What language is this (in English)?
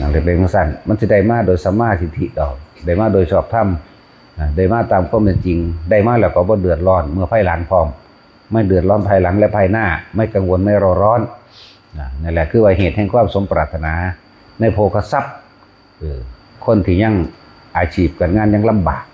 Northeastern Thai